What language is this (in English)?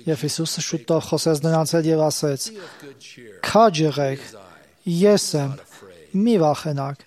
Armenian